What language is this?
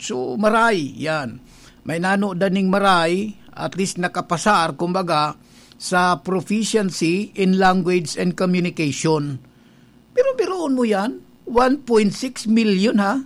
Bikol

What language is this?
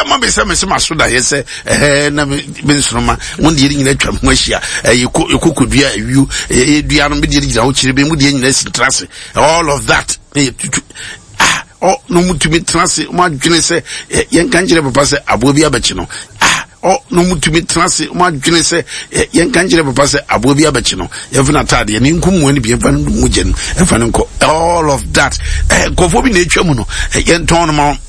Akan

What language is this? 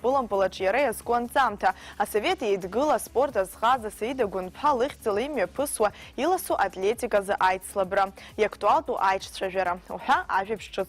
Abkhazian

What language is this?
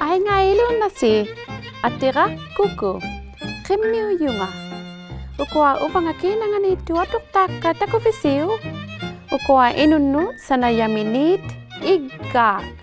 Inuktitut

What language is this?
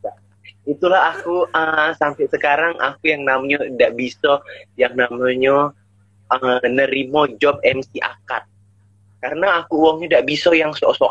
Musi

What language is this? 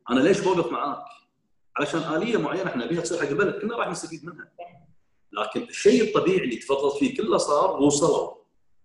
Gulf Arabic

